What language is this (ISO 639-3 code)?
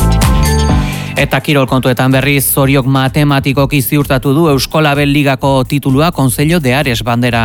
eus